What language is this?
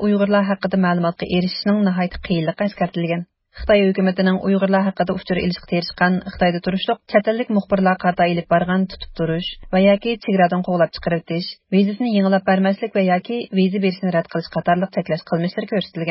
Uyghur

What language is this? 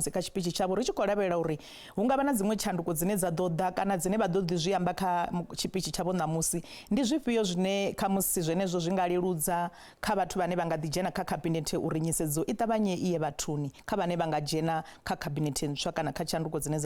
Venda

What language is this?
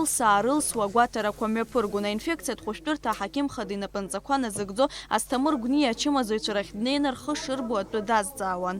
Abkhazian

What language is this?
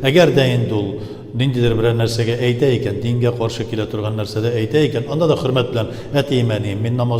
Tatar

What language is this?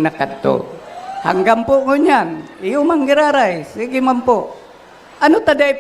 Bikol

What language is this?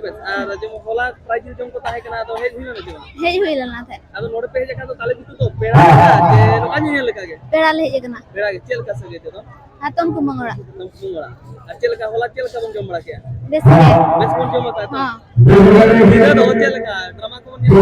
Santali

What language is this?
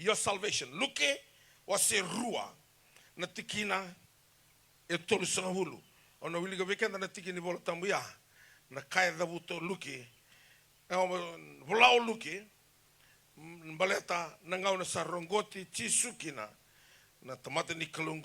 Fijian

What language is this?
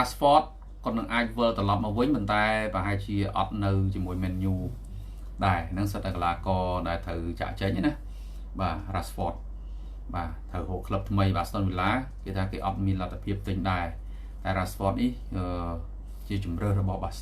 Khmer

